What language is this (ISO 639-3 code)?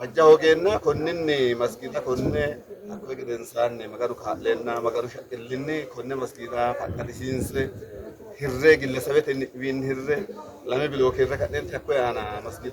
sid